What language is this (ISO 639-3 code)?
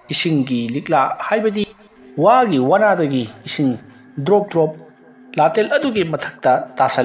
mni